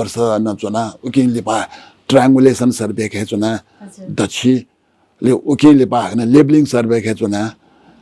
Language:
Newari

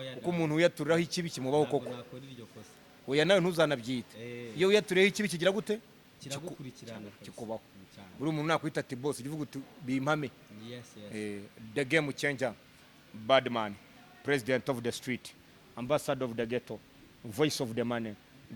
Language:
Kinyarwanda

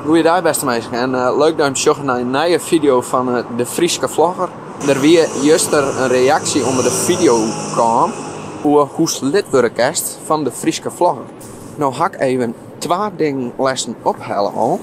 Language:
Western Frisian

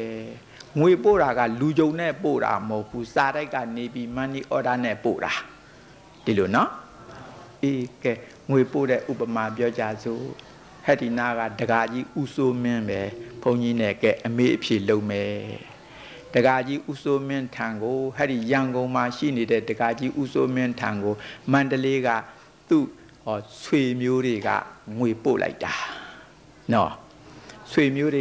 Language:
Burmese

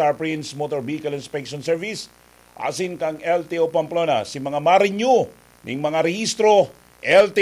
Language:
Bikol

